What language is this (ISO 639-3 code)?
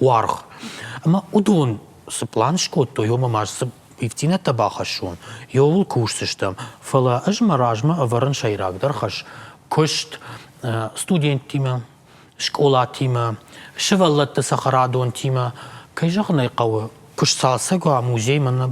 oss